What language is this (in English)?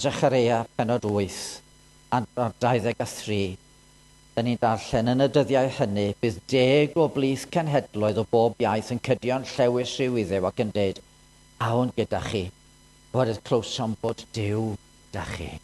Welsh